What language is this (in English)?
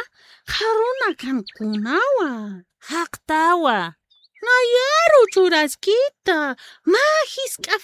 Aymara